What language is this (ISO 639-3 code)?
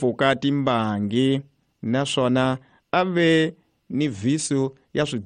tso